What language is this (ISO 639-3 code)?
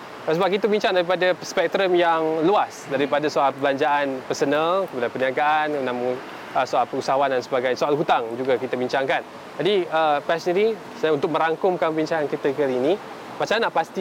msa